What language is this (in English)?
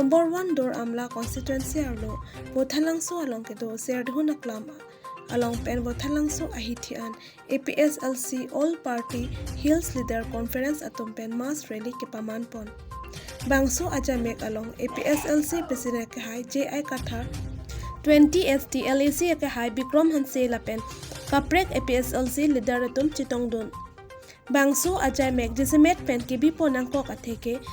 Karbi